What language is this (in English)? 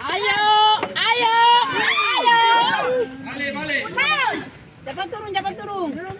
Ambonese Malay